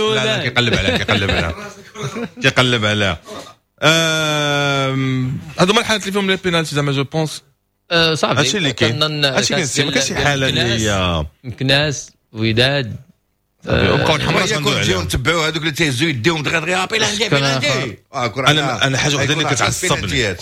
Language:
Moroccan Arabic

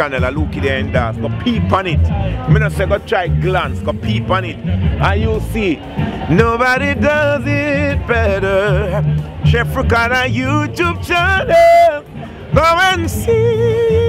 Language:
Jamaican Creole English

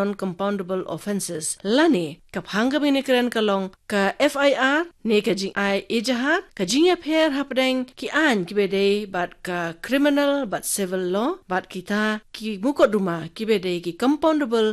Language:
Khasi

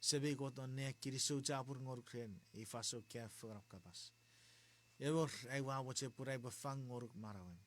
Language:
Chuukese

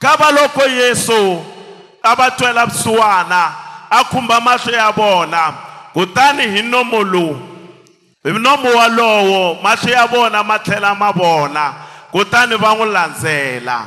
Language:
Tsonga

